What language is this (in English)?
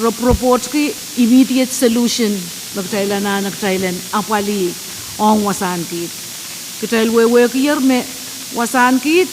Pohnpeian